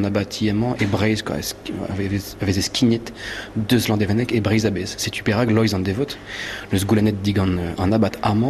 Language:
Breton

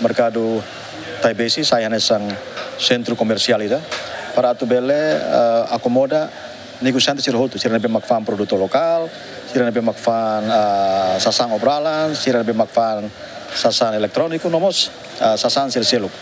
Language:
Tetum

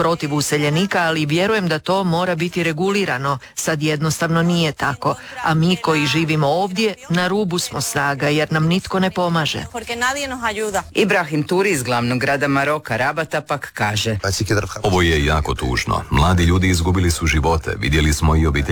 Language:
Croatian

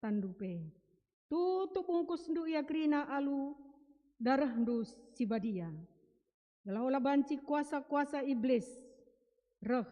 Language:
Batak Karo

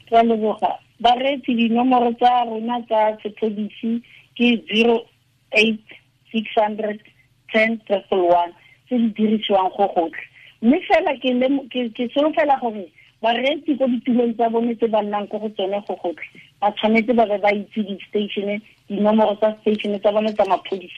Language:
Tswana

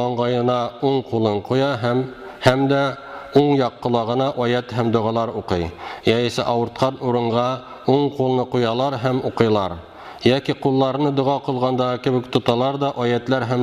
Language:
Tatar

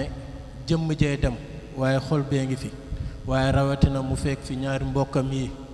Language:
Wolof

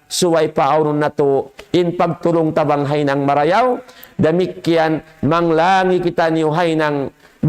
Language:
Tausug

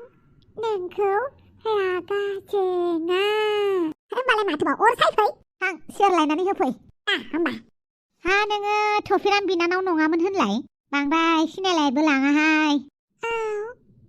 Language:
Bodo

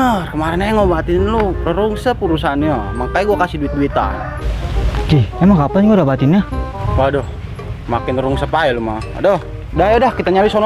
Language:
Betawi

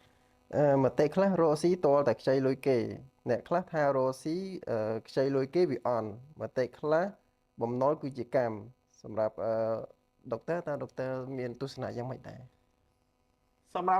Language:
Khmer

